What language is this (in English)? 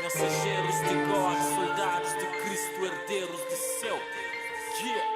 Kabuverdianu